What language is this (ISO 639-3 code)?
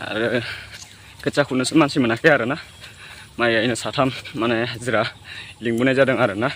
brx